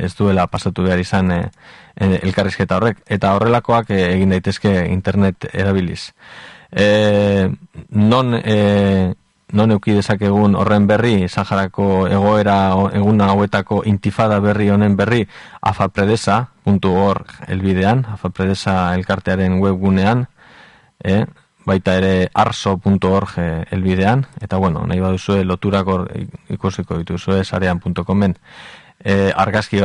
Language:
Basque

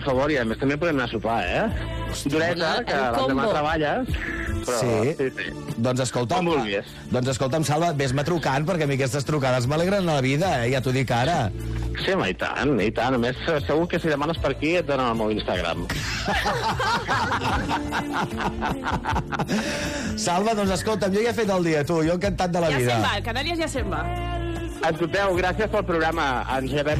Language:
Catalan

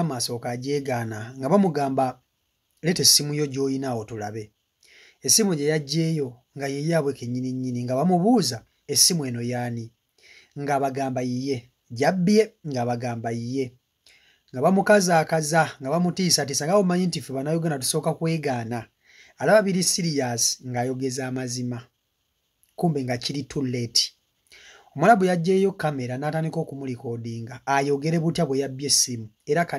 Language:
Ganda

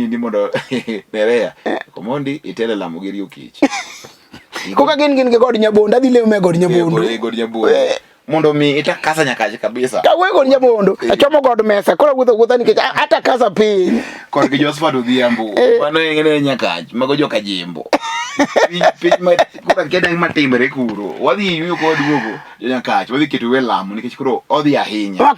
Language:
Luo (Kenya and Tanzania)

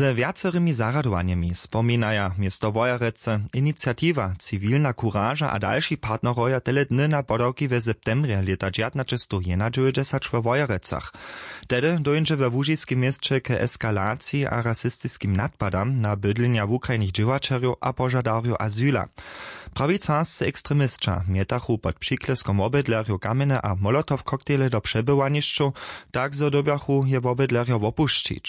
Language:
Upper Sorbian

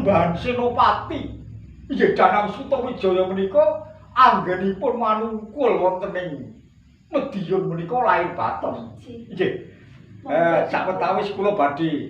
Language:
Javanese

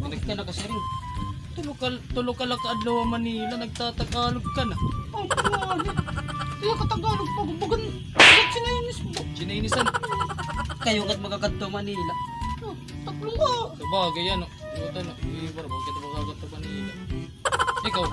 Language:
Waray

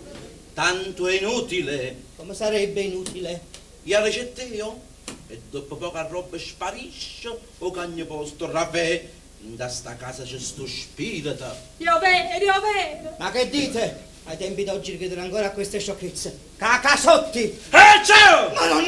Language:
Neapolitan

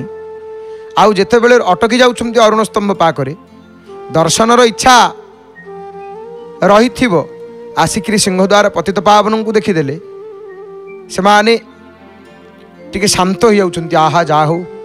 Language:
Odia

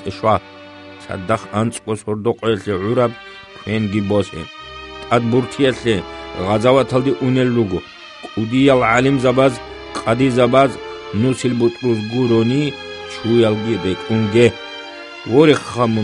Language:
Avaric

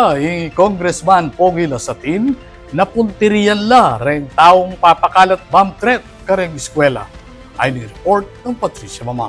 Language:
Pampanga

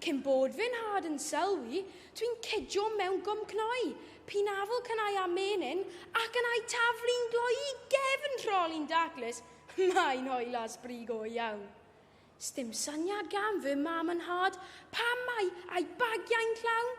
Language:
Welsh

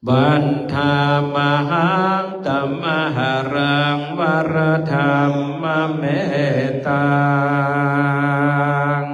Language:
Pali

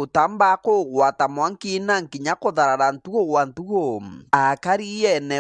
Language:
Meru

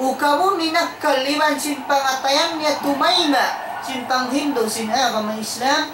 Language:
Tausug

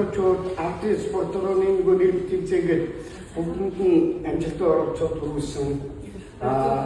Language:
Mongolian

